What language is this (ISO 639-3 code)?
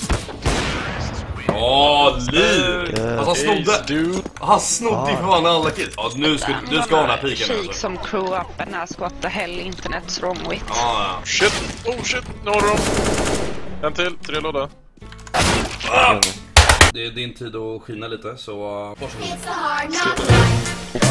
swe